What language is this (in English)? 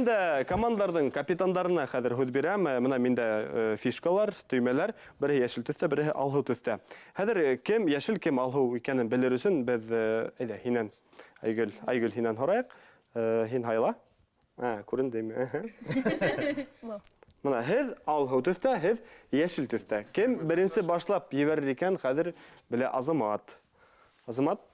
Bashkir